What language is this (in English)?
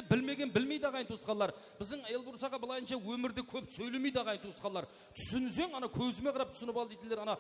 Kara-Kalpak